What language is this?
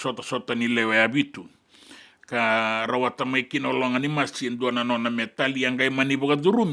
Fijian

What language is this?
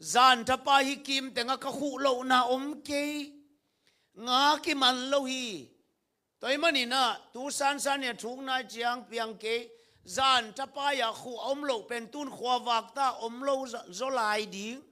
Tedim Chin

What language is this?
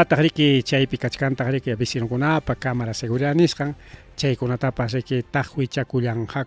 Ayacucho Quechua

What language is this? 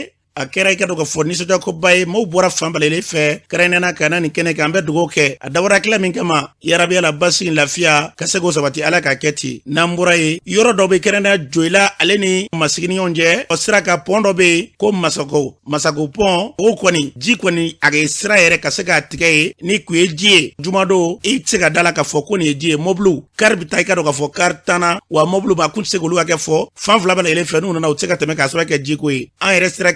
Bambara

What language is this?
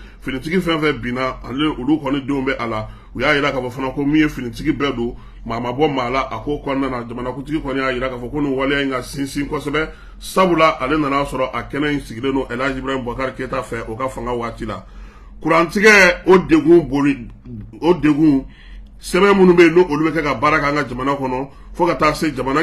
Bambara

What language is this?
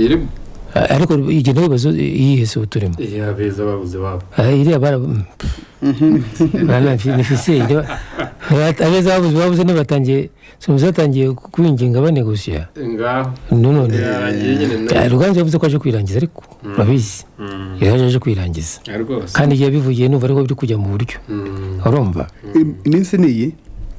Kinyarwanda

